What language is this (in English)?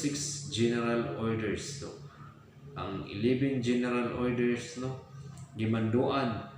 Cebuano